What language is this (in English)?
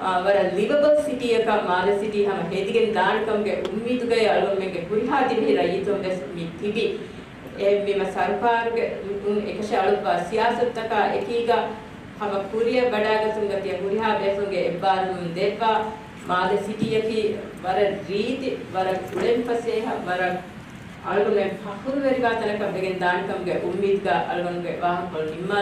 Divehi